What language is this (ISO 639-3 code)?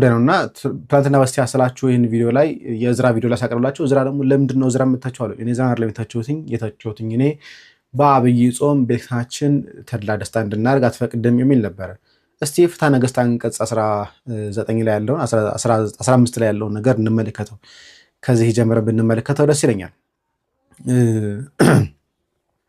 amh